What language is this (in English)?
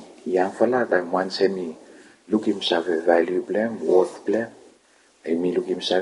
Bislama